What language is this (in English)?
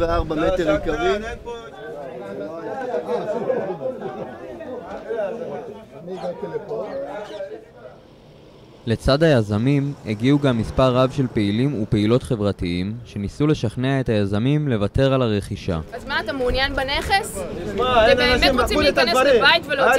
Hebrew